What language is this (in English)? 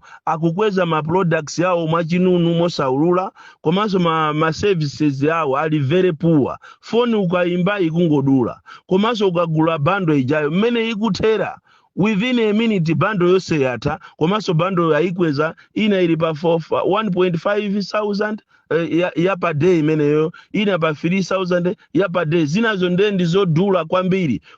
Nyanja